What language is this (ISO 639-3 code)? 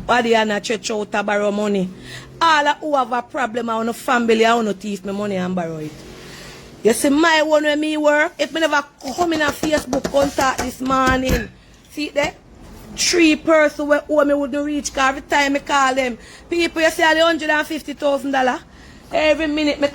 jam